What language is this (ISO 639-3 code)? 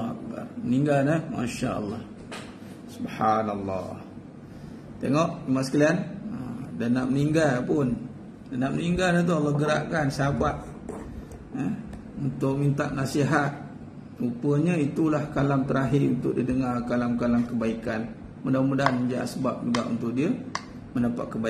msa